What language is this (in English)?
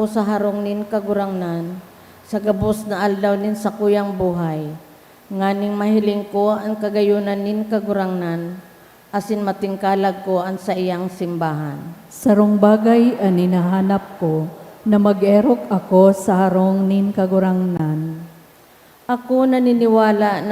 Bikol